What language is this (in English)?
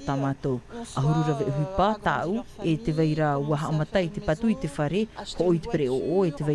Tahitian